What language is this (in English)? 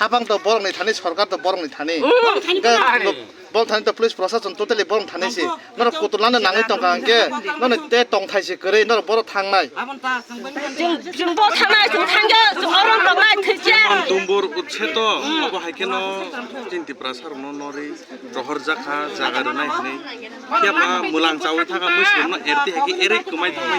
Kok Borok